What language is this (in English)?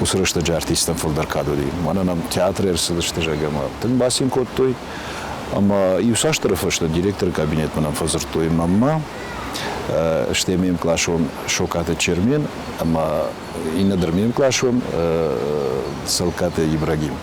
Ossetic